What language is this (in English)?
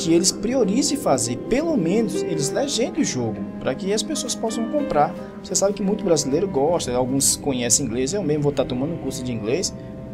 Portuguese